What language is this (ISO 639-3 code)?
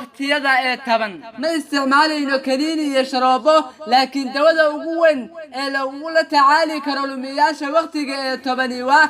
som